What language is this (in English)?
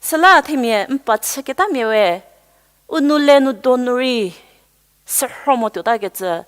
Angami Naga